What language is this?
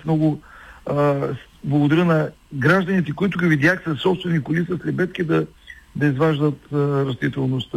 Bulgarian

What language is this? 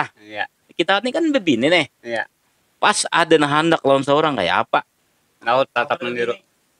Banjar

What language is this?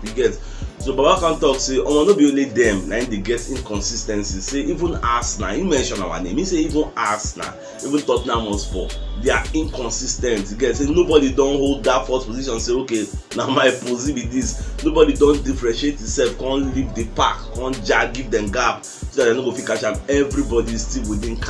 Nigerian Pidgin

